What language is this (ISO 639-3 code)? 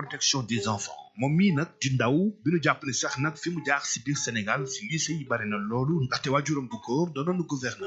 wol